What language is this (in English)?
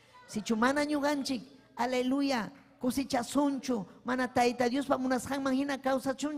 Ayacucho Quechua